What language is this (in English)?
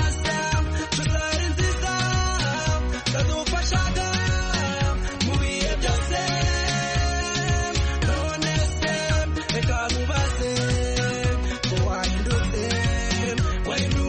Kinyarwanda